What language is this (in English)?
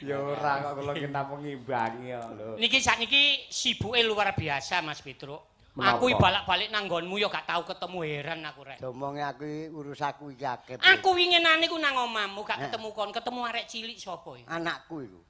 Javanese